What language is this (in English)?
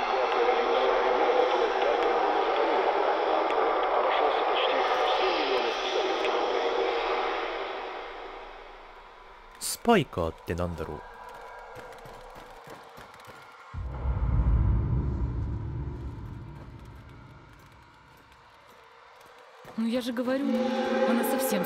Japanese